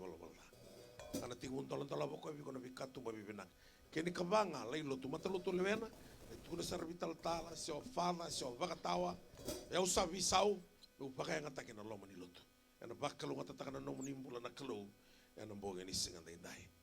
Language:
Fijian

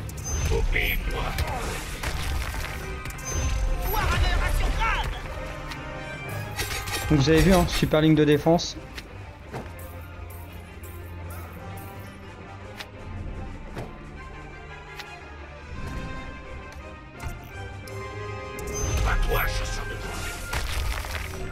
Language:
French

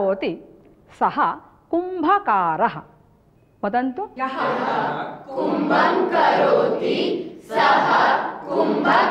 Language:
Sanskrit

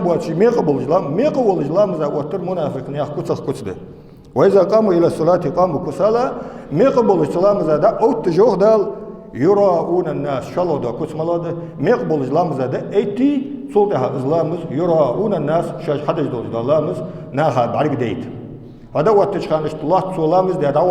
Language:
Ingush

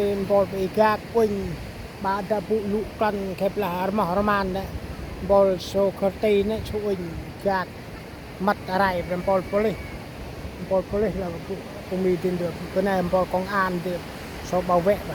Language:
Central Mnong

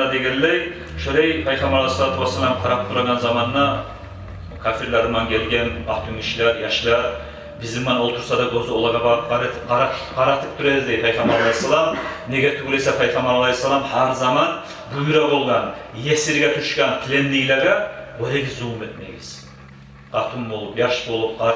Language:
Kumyk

